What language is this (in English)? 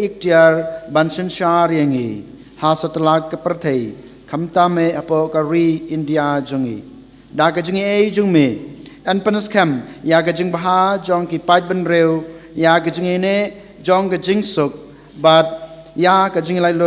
Khasi